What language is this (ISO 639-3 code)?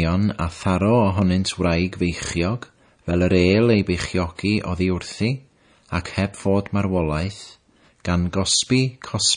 cym